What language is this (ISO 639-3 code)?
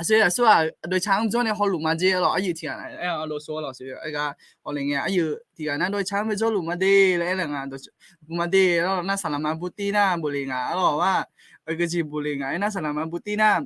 ahk